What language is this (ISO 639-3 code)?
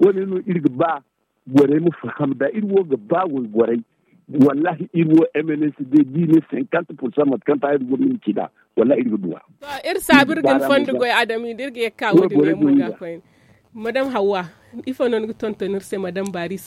dje